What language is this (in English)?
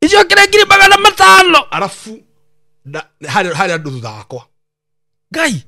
Kikuyu